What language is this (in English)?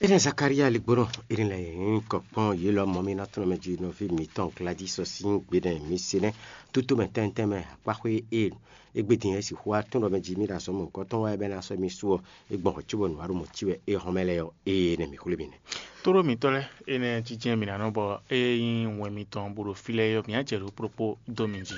Fon